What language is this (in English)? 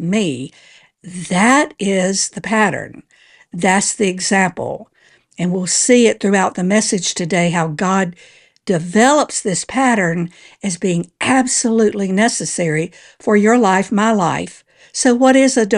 English